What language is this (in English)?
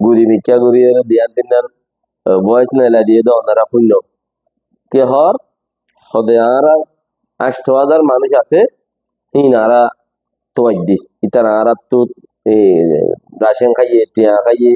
Rohingya